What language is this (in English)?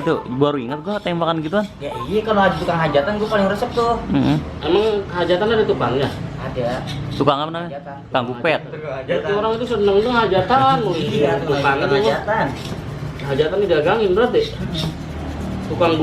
Betawi